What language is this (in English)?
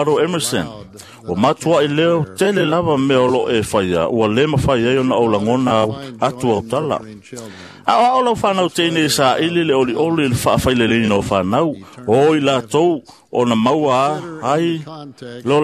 Samoan